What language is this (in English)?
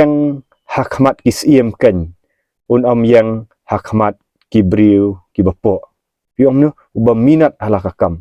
Khasi